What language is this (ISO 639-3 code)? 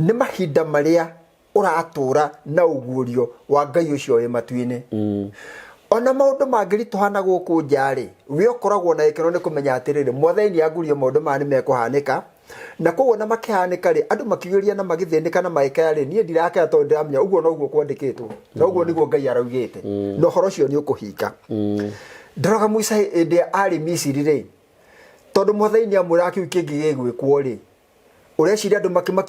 kik